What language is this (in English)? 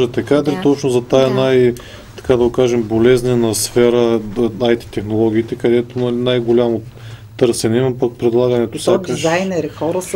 Bulgarian